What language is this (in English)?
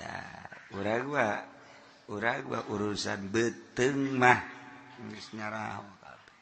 Sundanese